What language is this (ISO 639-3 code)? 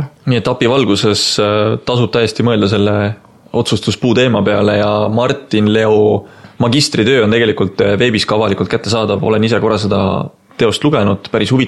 est